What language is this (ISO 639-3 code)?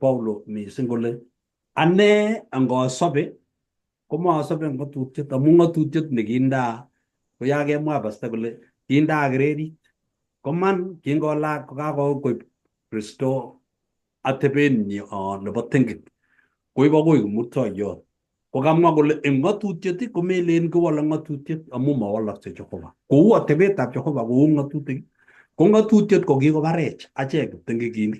kln